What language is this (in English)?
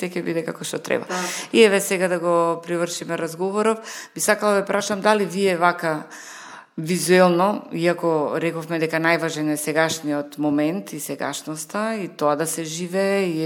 Macedonian